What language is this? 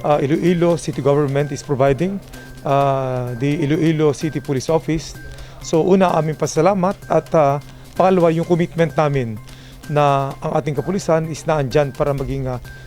Hiligaynon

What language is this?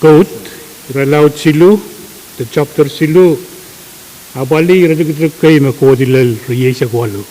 Pohnpeian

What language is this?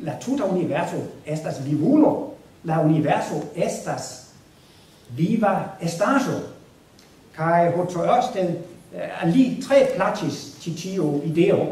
Esperanto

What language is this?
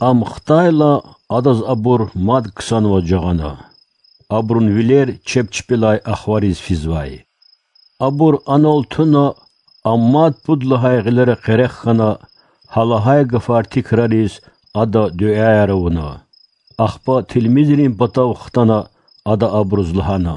Lezghian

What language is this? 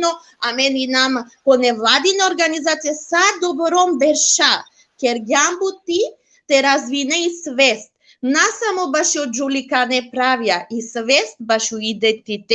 Balkan Romani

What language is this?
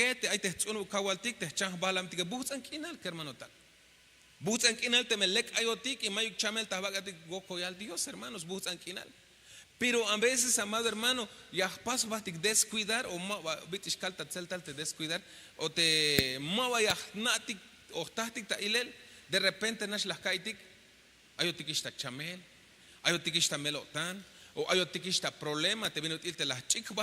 Tzeltal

